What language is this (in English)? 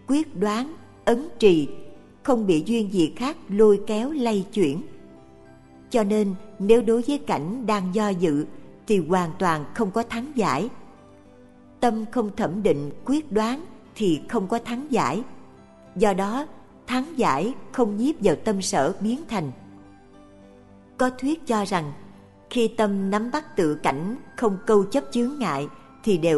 Vietnamese